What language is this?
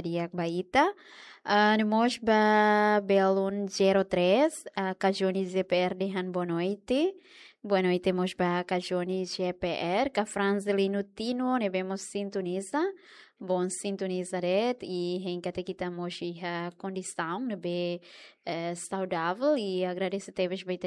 Tetum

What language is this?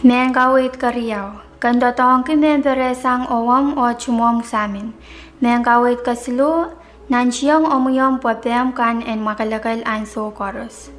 Pohnpeian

